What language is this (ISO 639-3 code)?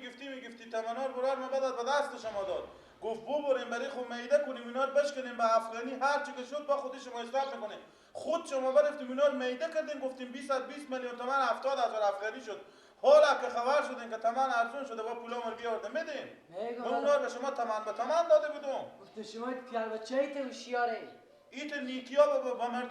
fas